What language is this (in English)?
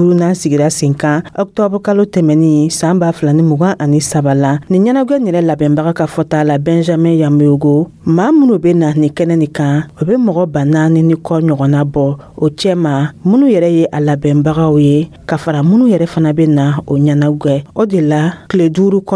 Dyula